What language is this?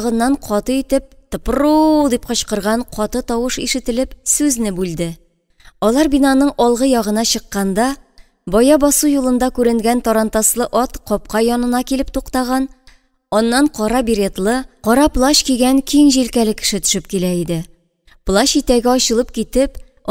Tatar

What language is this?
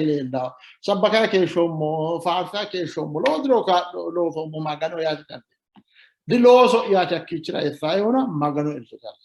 Sidamo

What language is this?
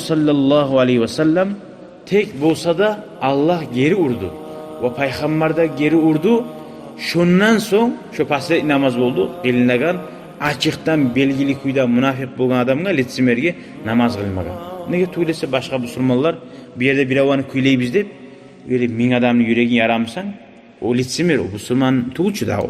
Kumyk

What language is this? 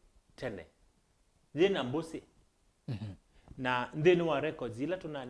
Kamba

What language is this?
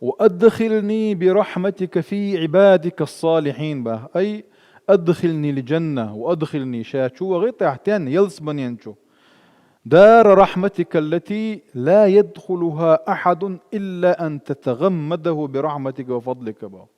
Chechen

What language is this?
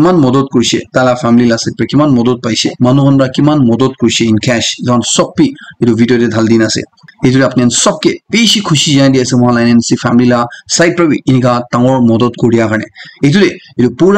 Naga Pidgin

